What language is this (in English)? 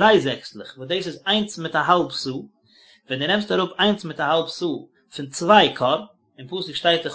Yiddish